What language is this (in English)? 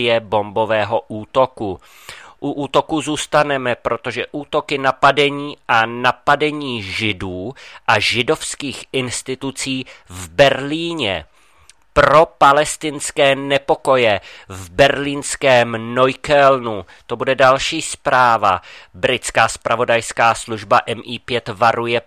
Czech